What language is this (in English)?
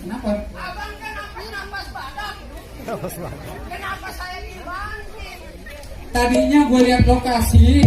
Betawi